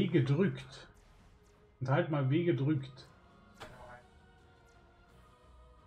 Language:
German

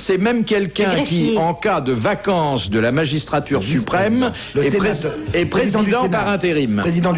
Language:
French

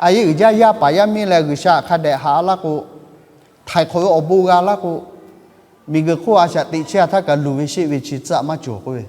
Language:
Lahu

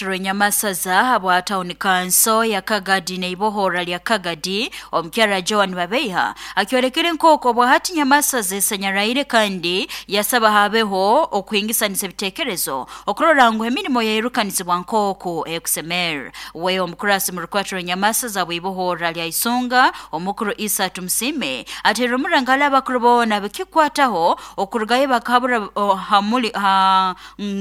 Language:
Nyoro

